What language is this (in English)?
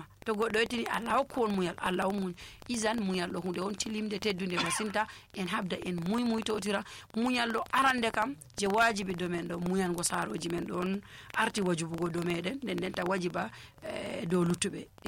Nigerian Fulfulde